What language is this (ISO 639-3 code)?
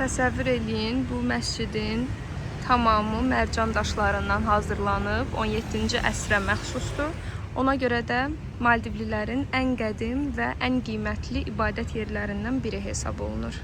aze